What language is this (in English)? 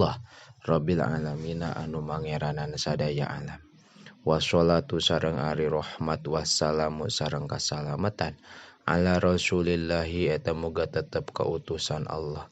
Sundanese